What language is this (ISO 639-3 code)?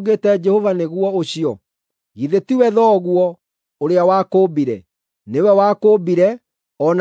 kik